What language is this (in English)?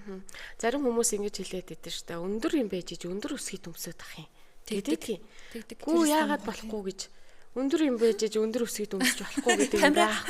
Mongolian